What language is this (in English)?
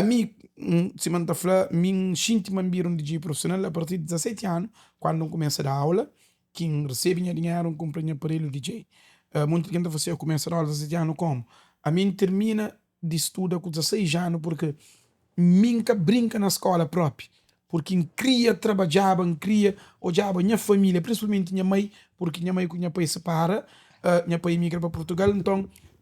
Kabuverdianu